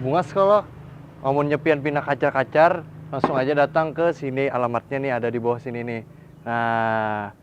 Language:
Banjar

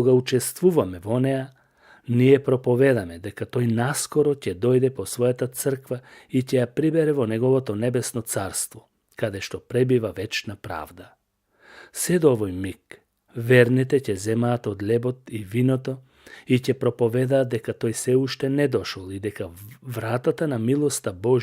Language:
Macedonian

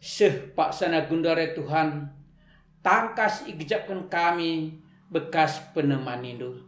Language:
Batak Karo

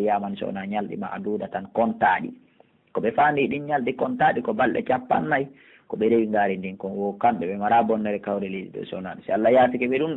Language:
Pular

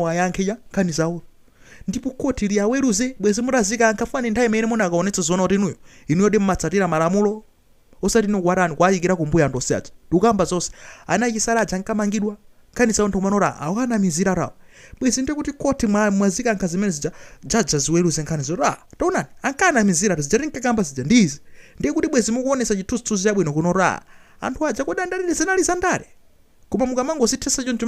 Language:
Nyanja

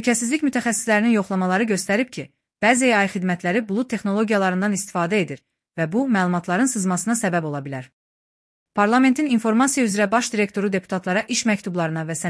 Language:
Azerbaijani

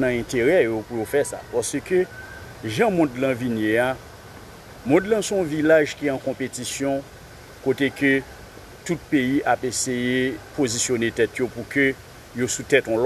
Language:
Haitian Creole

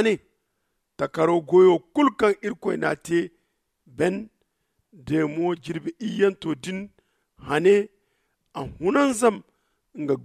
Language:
Zarma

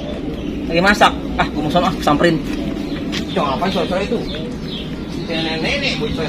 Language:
Betawi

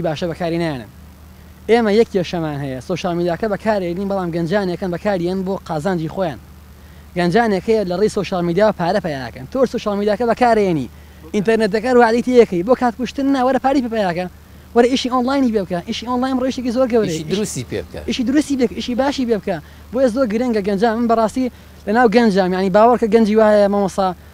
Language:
Central Kurdish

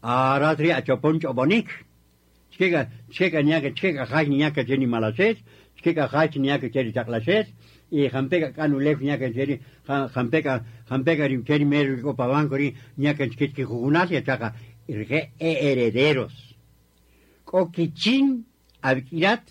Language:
Kaqchikel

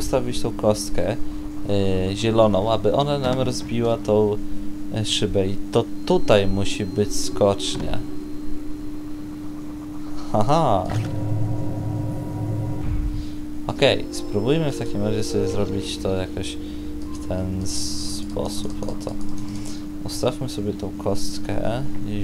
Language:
Polish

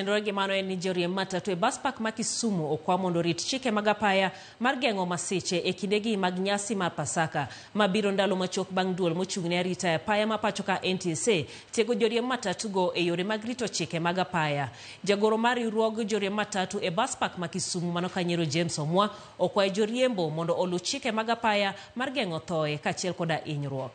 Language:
Luo (Kenya and Tanzania)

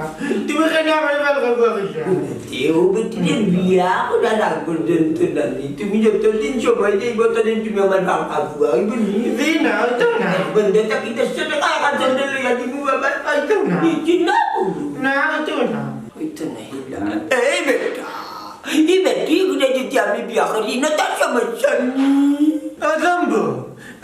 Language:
Sylheti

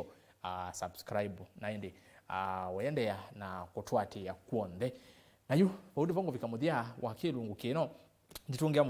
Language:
Kamba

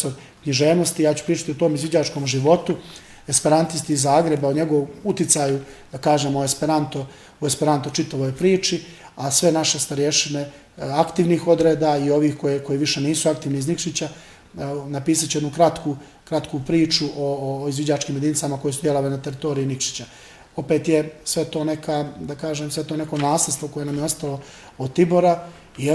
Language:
Bosnian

